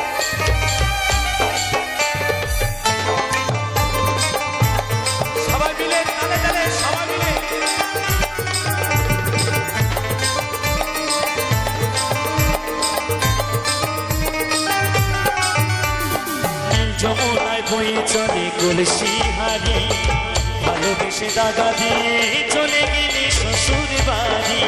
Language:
Bangla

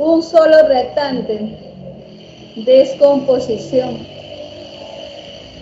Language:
Spanish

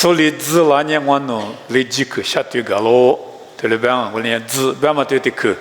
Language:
Lisu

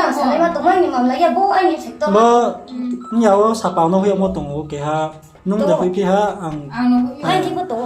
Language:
Riang (India)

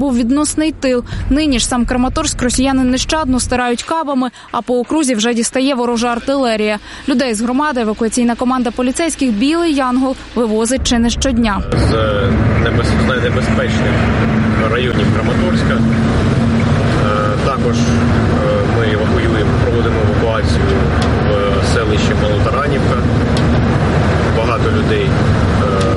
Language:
Ukrainian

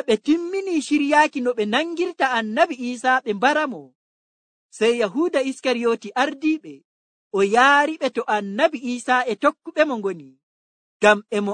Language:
Nigerian Fulfulde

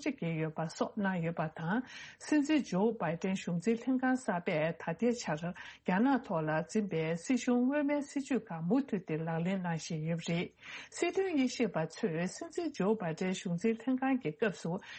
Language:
Tibetan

